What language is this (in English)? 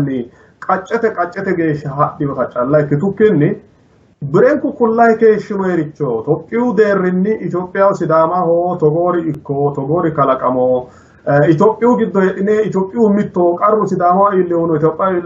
Sidamo